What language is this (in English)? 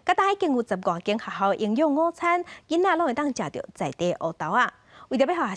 Min Nan Chinese